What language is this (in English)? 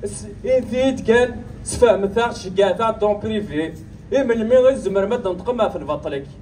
Kabyle